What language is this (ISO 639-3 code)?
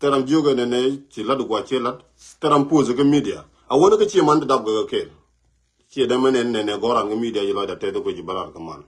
nus